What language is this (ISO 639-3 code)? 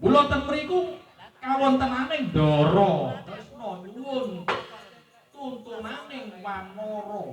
jav